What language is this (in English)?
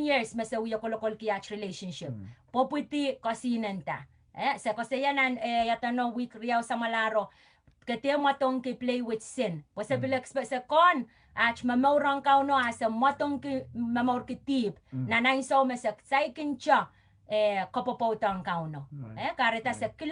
Pohnpeian